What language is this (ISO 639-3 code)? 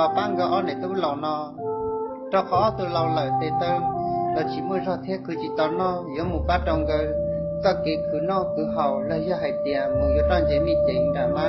hmn